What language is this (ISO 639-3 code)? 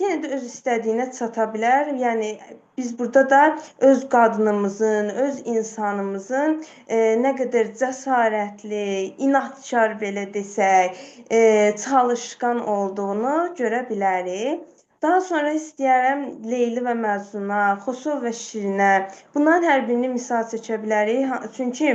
aze